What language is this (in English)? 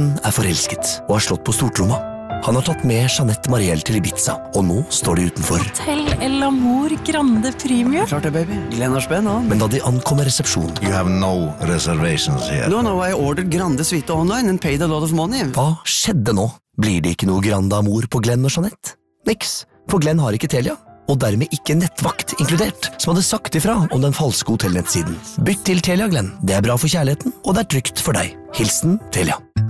Norwegian